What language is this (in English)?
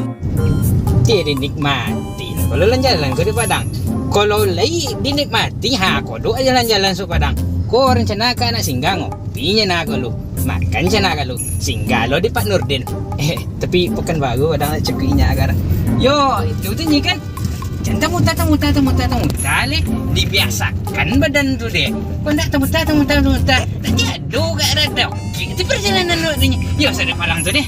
Minangkabau